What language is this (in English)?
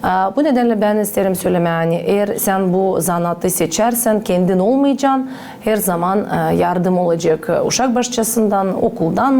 Gagauz